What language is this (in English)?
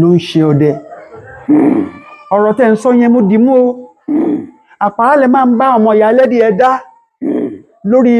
Yoruba